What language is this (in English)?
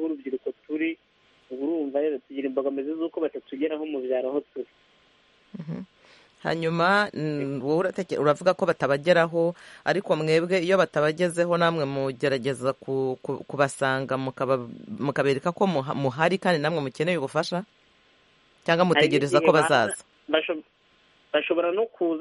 Kinyarwanda